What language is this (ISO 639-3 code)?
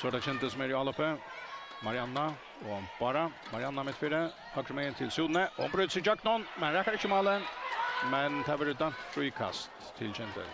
fao